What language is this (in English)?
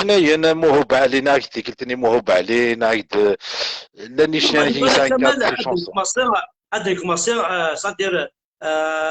Kabyle